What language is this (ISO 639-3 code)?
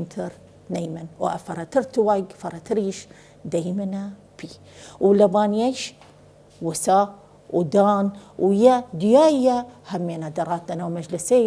sdh